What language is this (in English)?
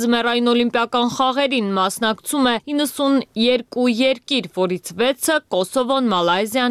Armenian